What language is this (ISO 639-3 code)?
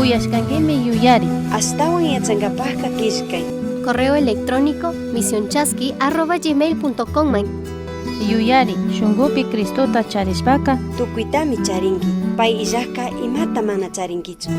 qug